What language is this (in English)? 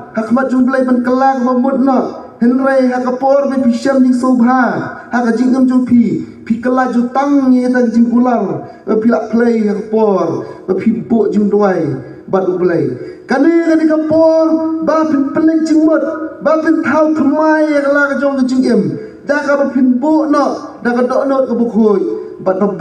Khasi